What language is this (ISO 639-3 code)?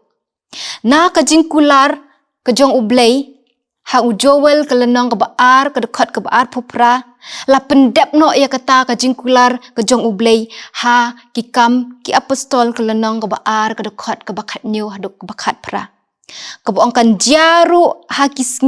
kha